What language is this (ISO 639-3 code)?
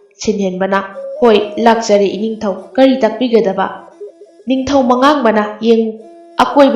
mni